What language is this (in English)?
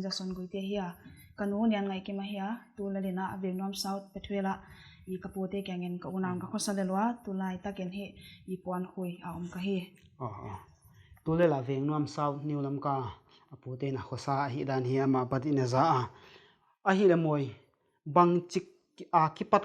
Paite Chin